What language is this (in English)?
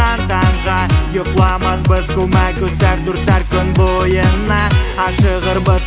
Bashkir